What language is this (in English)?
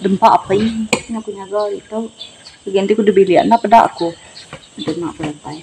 Iban